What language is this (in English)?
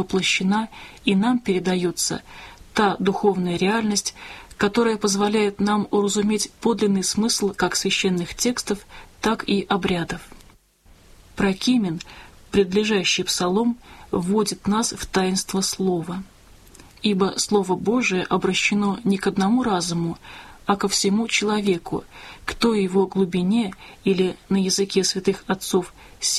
Russian